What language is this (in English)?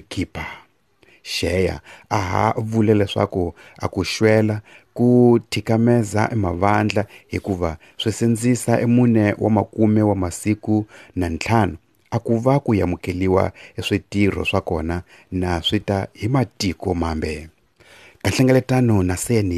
Tsonga